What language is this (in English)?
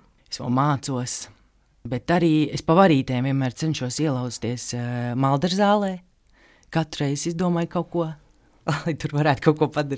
Latvian